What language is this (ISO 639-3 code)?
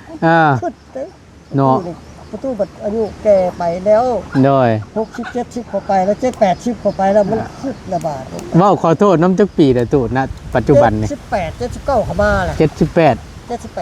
tts